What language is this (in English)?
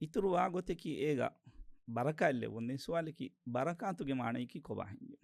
Divehi